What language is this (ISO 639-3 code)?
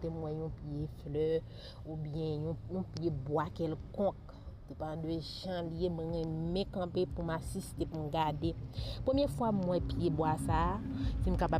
hat